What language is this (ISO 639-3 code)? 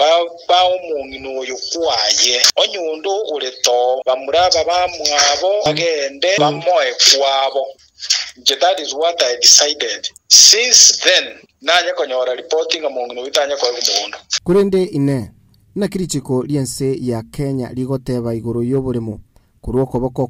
guz